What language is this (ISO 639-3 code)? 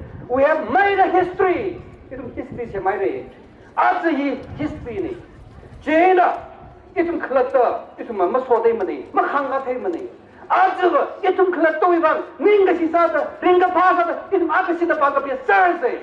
nmf